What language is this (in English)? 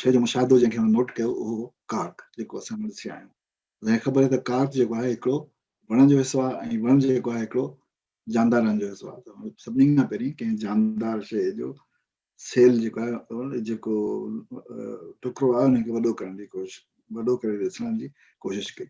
Sindhi